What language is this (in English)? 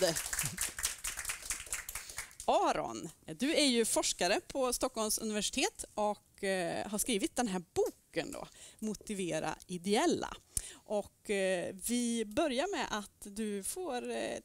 Swedish